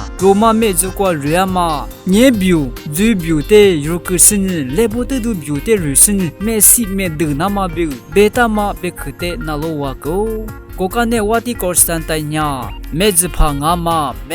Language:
Lisu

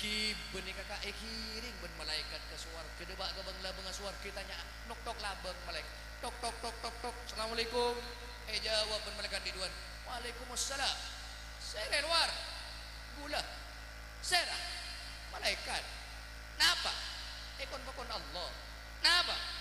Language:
Madurese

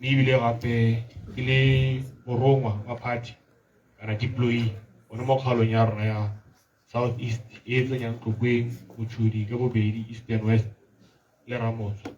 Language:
Tswana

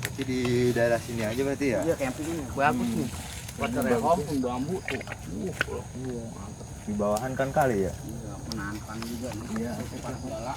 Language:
Betawi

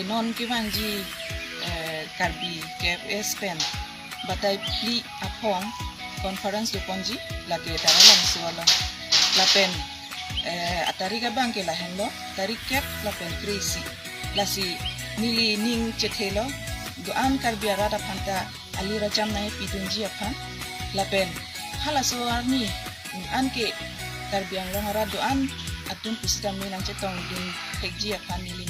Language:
Karbi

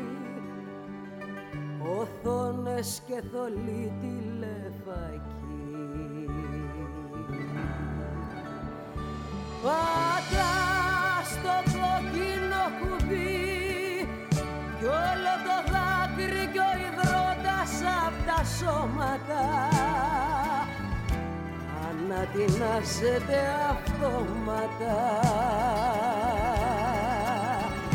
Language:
Greek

